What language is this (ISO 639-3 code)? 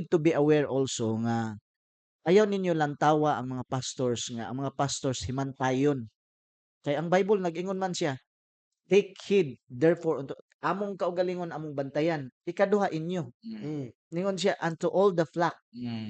ceb